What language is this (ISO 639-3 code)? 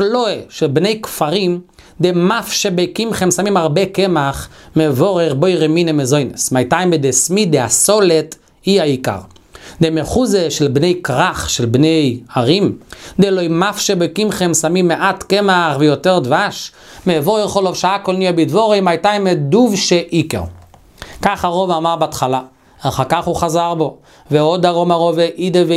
heb